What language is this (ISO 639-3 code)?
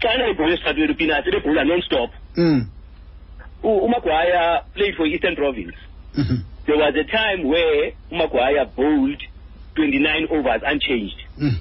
xho